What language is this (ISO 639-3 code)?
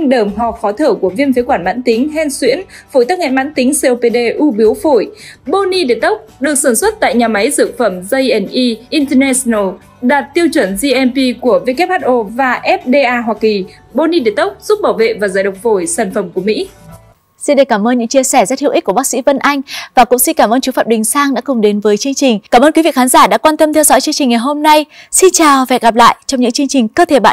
vie